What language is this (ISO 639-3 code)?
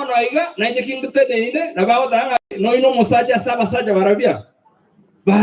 guz